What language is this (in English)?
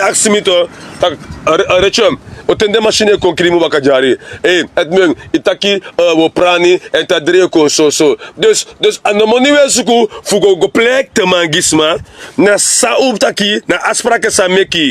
Sranan Tongo